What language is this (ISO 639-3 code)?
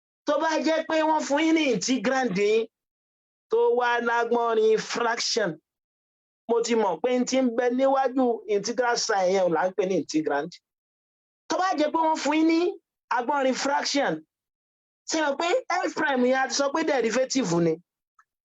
yor